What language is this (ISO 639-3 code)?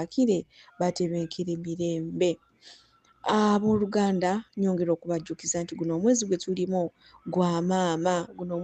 lug